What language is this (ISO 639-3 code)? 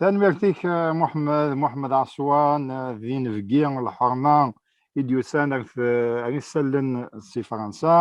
kab